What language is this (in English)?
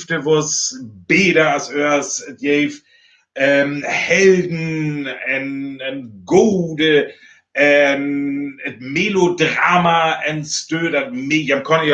Northern Frisian